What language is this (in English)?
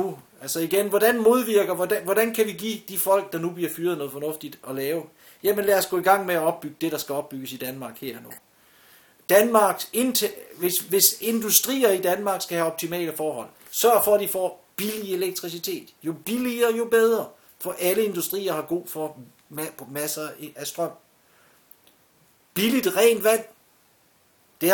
Danish